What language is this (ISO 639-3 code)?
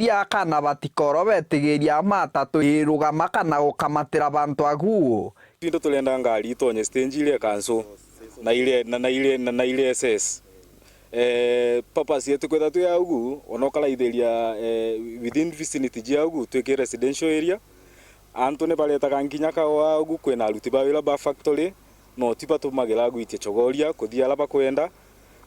mer